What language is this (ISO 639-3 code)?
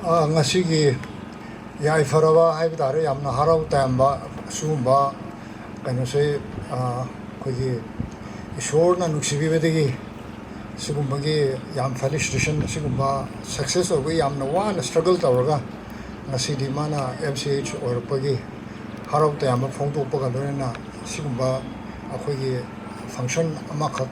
mni